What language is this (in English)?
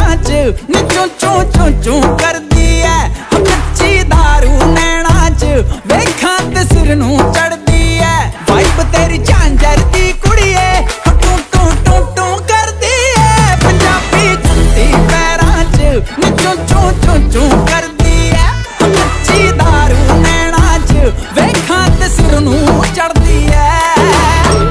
Punjabi